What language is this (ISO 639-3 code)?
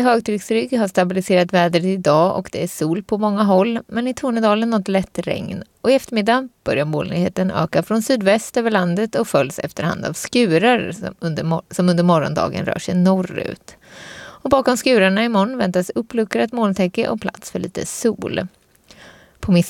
swe